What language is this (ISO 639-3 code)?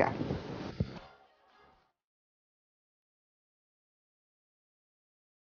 bul